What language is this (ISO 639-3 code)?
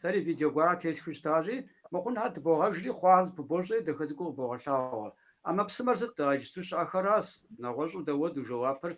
kbd